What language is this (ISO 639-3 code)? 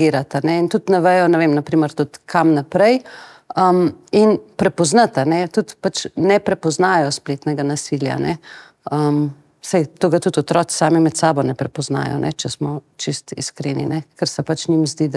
slv